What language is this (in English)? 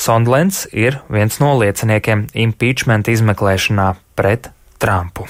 Latvian